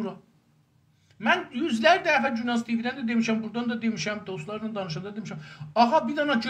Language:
South Azerbaijani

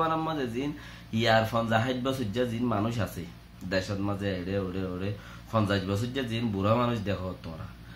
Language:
Rohingya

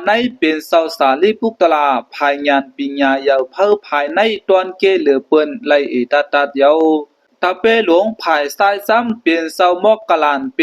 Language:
Shan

